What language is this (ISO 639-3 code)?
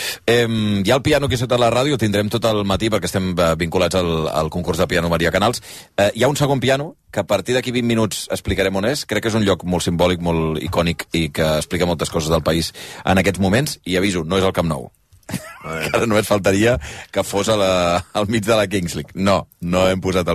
cat